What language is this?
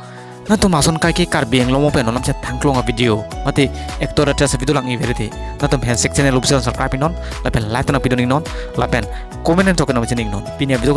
Karbi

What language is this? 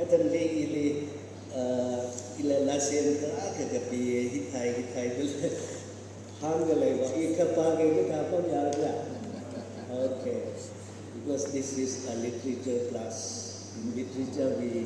Tangkhul Naga (India)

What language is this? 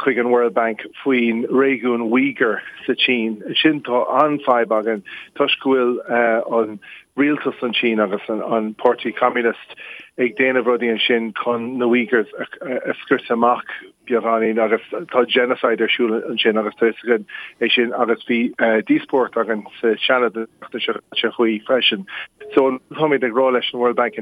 Irish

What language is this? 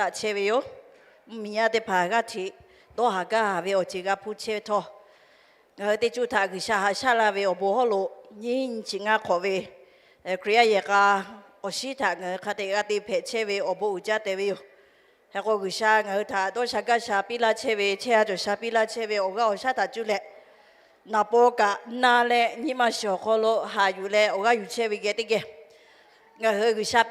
Lahu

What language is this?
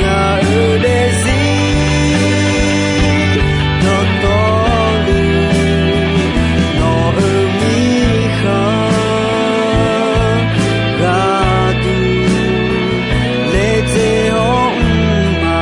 Akha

